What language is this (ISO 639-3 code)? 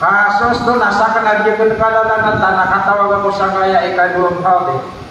mrw